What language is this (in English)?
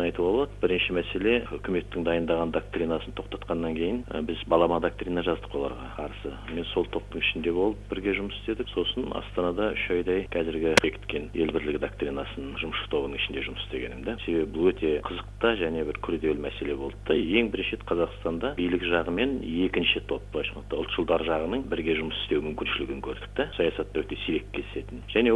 Kazakh